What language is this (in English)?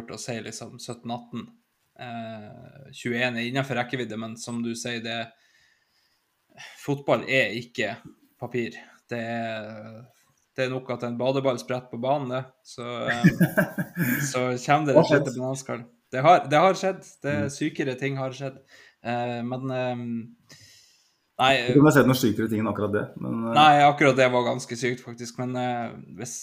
Norwegian